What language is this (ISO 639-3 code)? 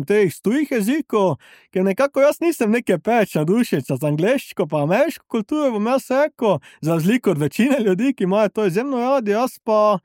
slv